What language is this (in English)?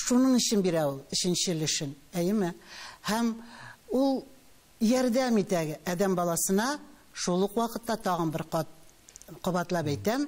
Tatar